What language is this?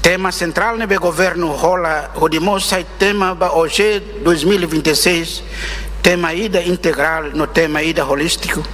Tetum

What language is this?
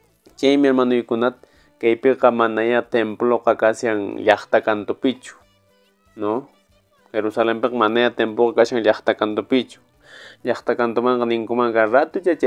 Quechua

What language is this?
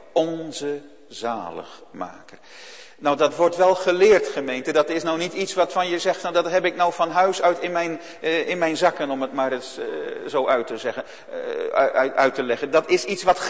Dutch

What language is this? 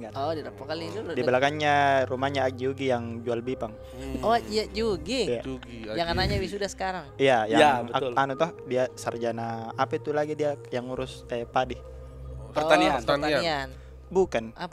Makassar Malay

